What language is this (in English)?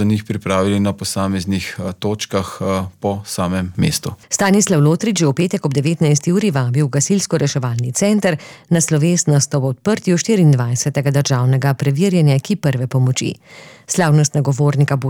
Slovenian